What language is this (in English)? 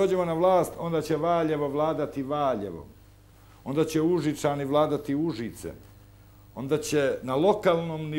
Serbian